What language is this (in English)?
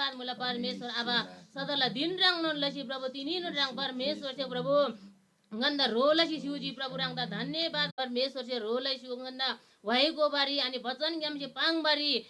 Eastern Tamang